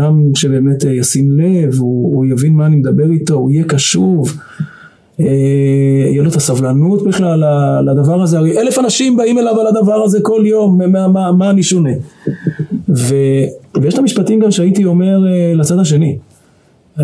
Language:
Hebrew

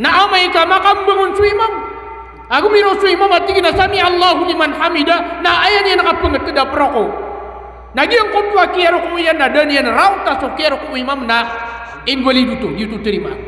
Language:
Maranao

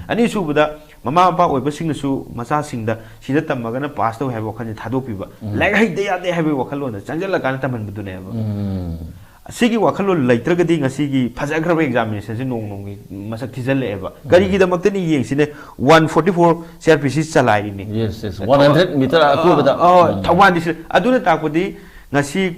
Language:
Manipuri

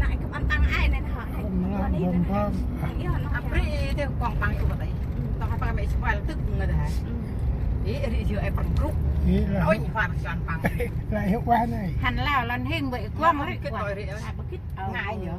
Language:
Central Mnong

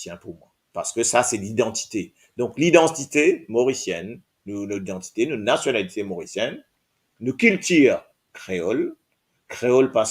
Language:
Morisyen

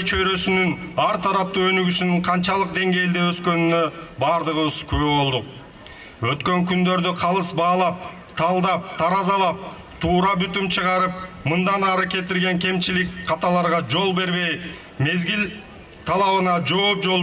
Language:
Kyrgyz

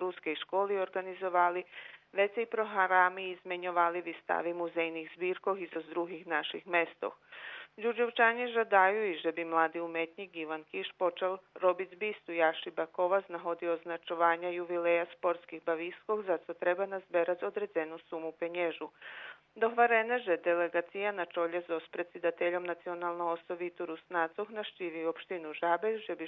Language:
Rusyn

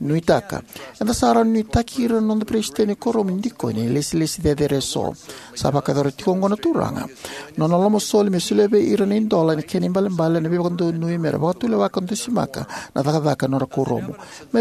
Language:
Fijian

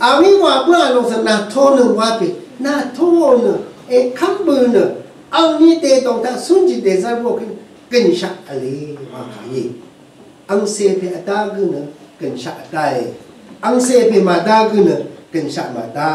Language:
Rawang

